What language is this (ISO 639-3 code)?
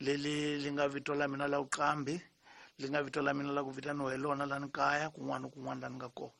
tso